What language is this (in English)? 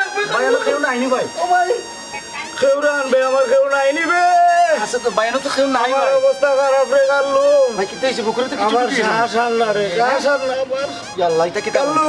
Sylheti